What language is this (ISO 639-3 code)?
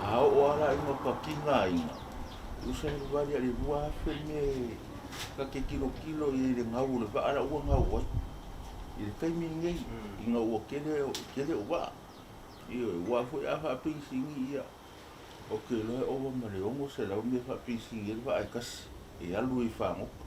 smo